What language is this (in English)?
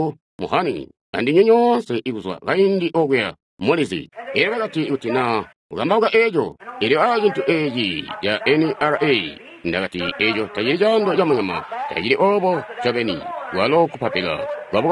Tonga (Zambia)